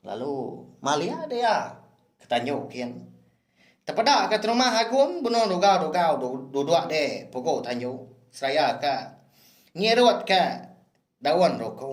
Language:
Iban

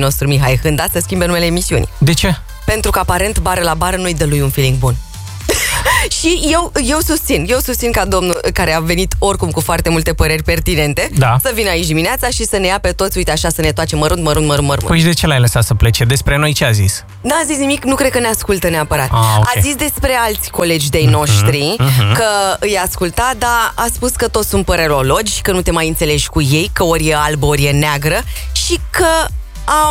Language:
Romanian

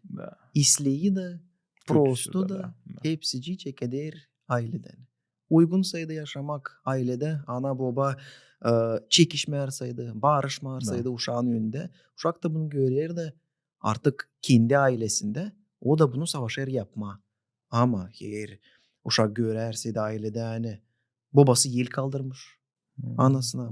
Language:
Gagauz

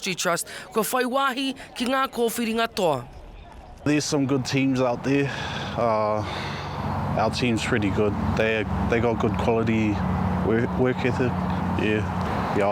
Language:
Māori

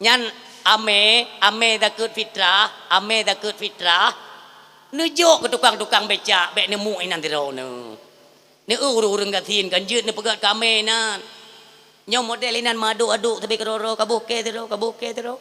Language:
Achinese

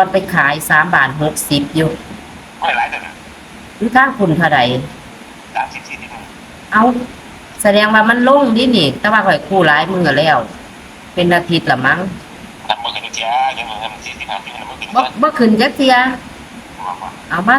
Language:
Northeastern Thai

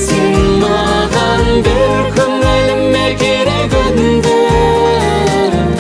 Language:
Kazakh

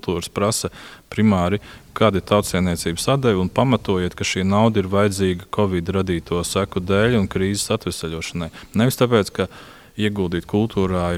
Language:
Latvian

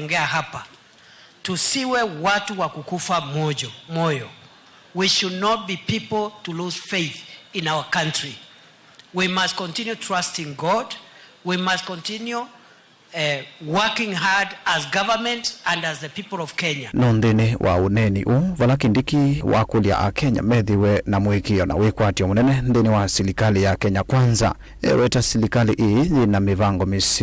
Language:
Kamba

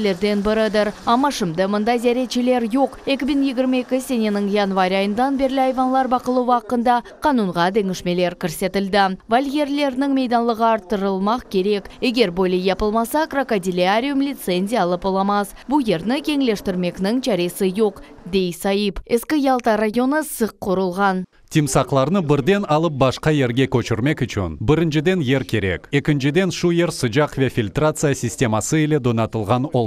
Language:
Crimean Tatar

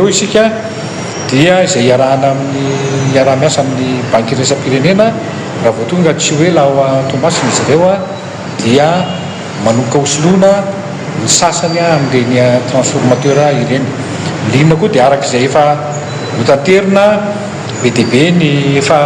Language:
Malagasy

